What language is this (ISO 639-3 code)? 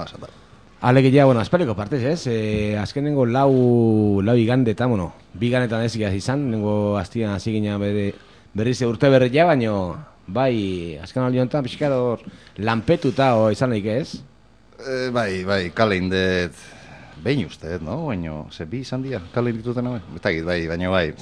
eus